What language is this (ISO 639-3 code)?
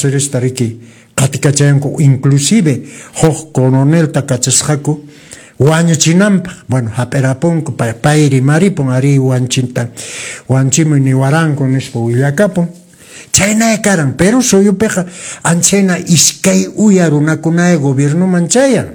que